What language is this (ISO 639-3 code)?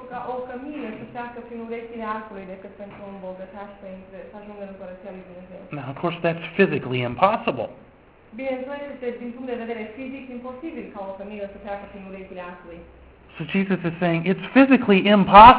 ron